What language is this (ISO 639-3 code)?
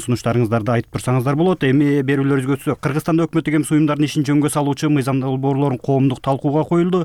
kir